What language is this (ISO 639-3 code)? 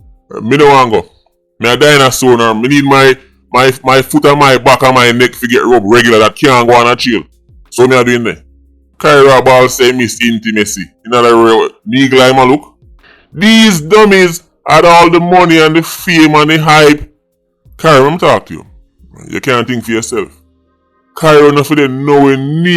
jam